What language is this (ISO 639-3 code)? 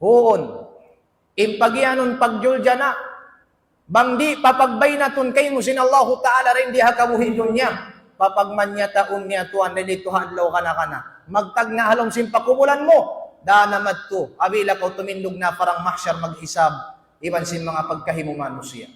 tsg